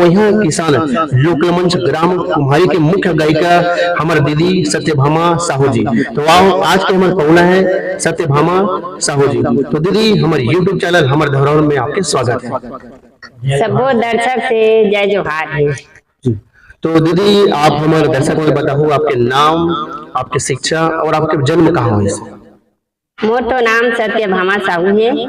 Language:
Chhattisgarhi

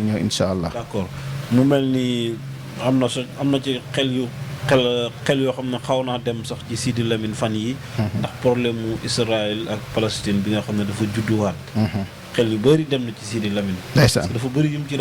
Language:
Wolof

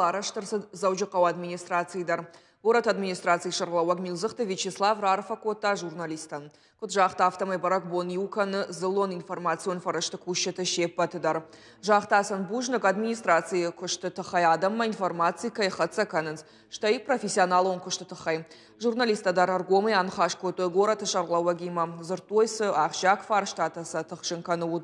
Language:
Ossetic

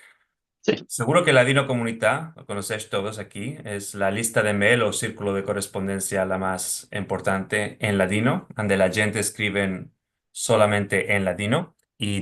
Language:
Ladino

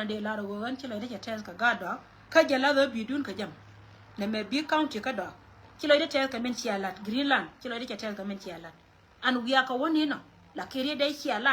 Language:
Nuer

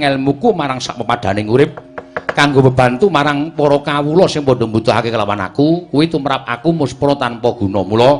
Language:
Javanese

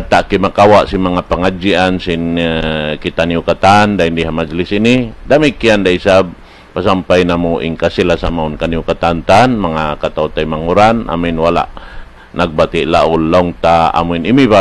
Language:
Tausug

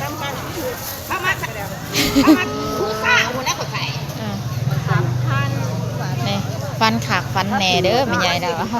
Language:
Lao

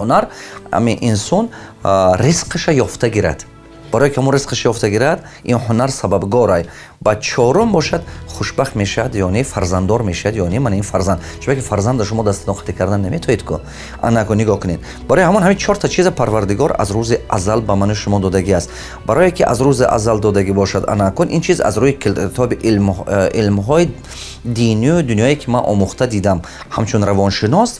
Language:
Tajik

